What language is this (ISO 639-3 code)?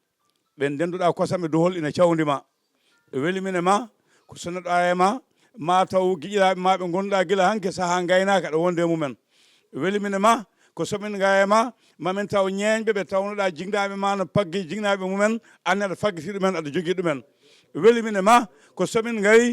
ful